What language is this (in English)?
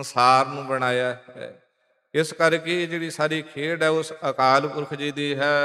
Punjabi